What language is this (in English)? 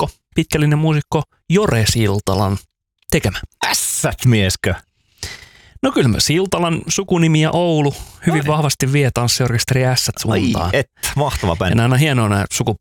Finnish